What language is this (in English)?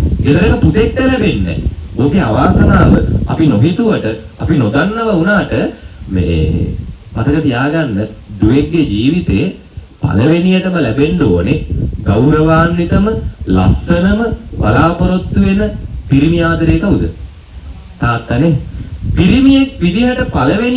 Sinhala